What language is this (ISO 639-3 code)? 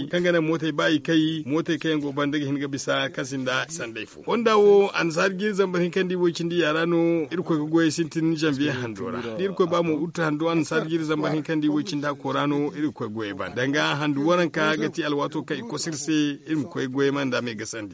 dje